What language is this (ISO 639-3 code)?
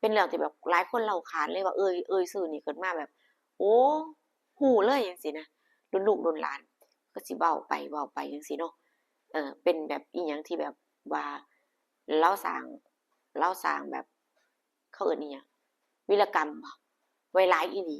tts